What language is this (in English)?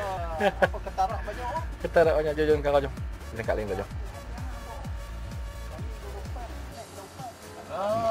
Malay